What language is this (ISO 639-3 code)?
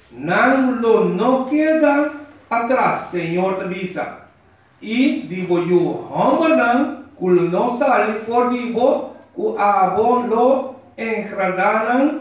pap